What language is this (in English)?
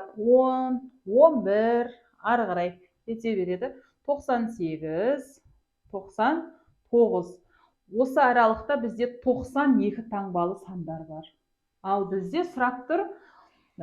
Kazakh